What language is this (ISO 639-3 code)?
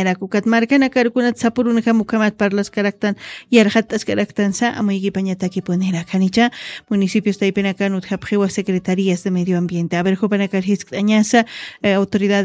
aym